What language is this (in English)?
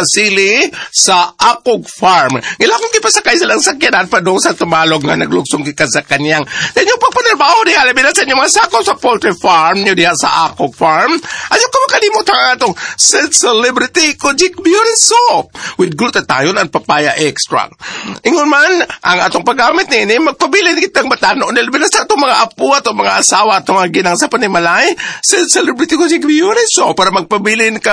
Cebuano